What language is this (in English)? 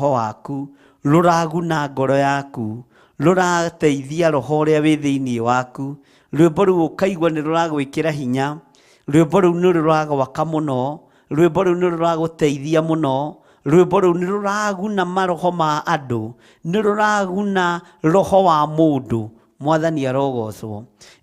Kikuyu